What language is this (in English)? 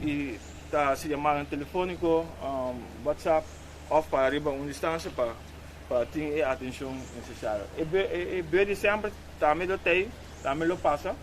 Papiamento